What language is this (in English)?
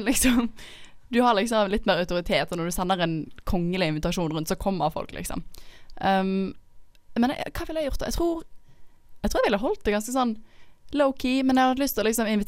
Norwegian